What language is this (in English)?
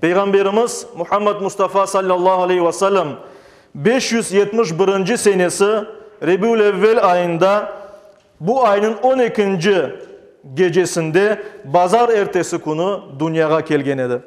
Crimean Tatar